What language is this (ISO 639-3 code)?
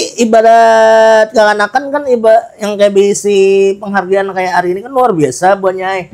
bjn